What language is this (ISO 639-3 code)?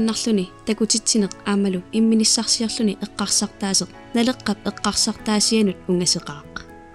kal